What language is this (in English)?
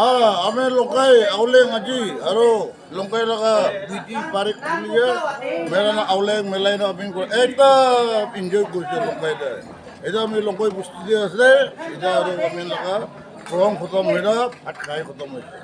Naga Pidgin